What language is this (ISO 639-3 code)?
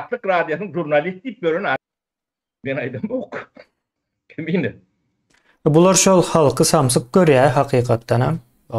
tuk